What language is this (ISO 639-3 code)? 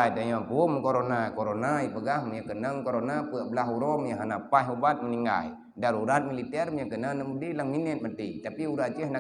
ace